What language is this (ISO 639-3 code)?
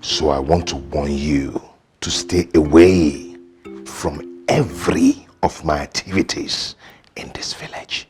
pcm